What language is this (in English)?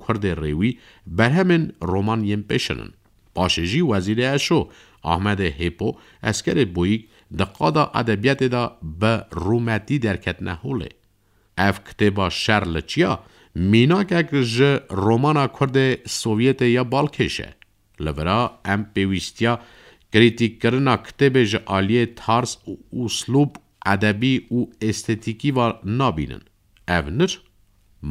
Kurdish